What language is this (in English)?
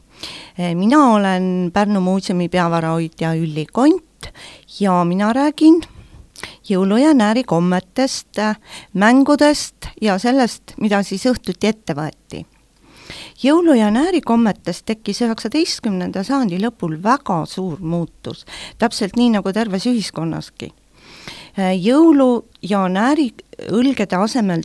Estonian